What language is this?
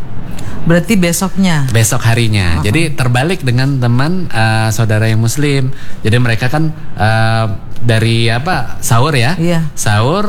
Indonesian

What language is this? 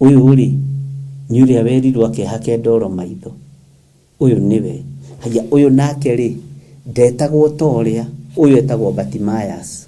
Kikuyu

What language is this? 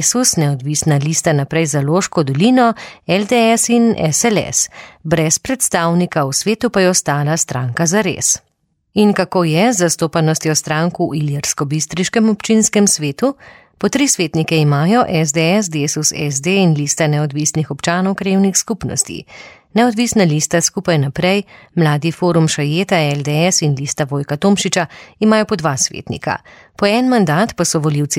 Slovenian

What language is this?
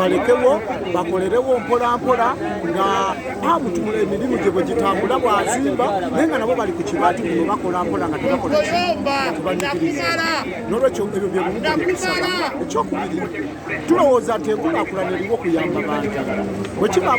Ganda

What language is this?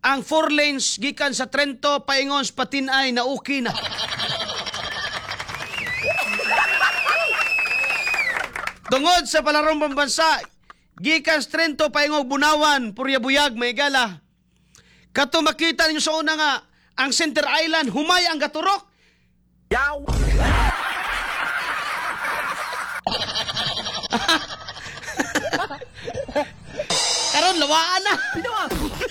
Cebuano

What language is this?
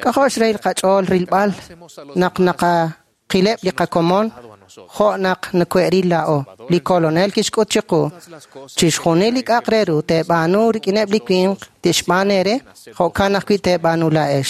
Kekchí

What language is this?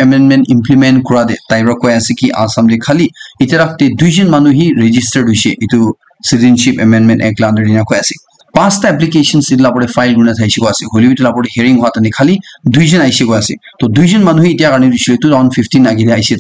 Naga Pidgin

